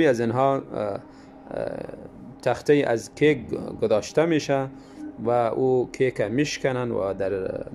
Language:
Tajik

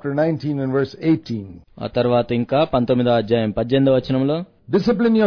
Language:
Telugu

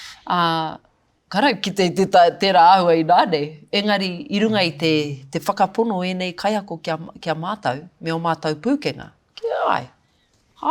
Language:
Māori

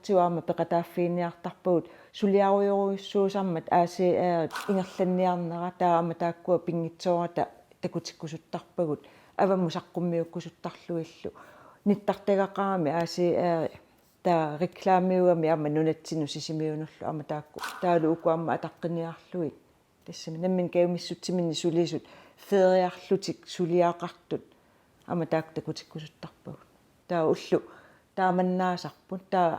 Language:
Kalaallisut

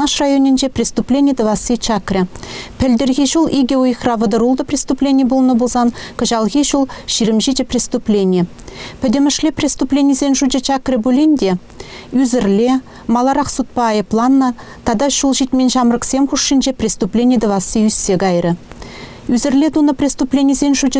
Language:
Chuvash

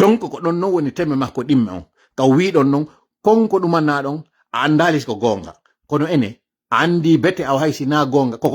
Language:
Fula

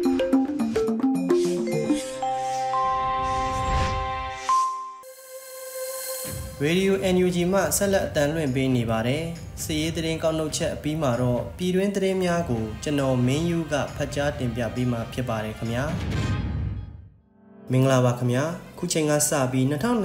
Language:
Burmese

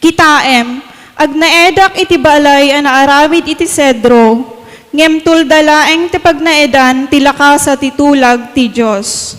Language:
Iloko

